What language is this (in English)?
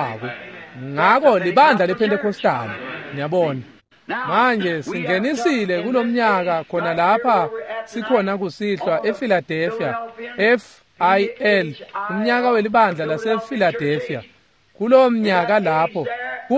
Swati